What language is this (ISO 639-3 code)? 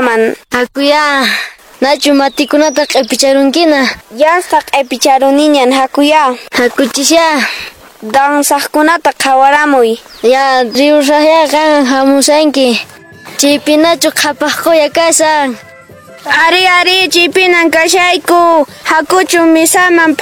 que